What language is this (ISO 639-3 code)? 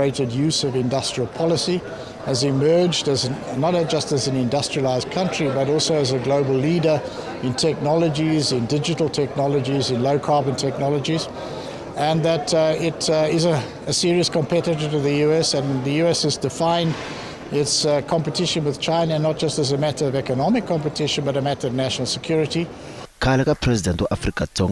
tso